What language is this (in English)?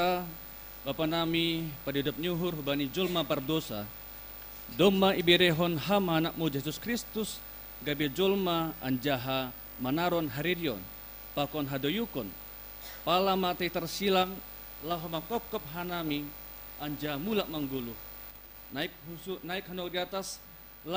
Batak Simalungun